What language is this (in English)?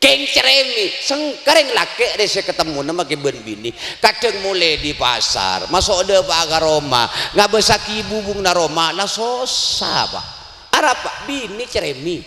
Madurese